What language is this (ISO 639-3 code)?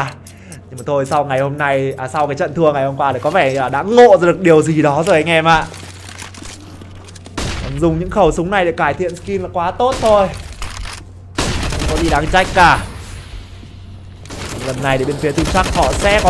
vie